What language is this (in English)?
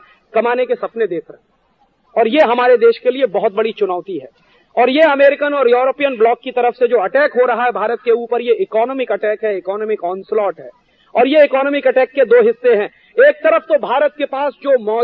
Hindi